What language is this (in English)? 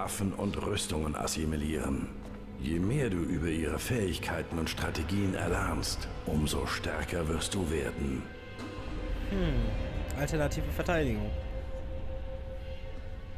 German